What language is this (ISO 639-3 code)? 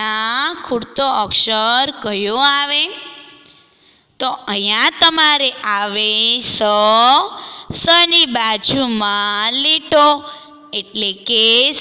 guj